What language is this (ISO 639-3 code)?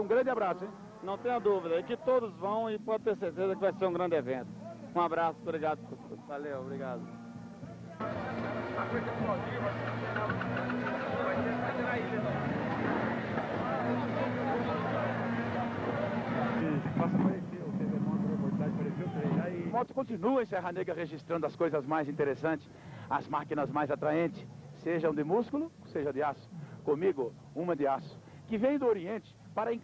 por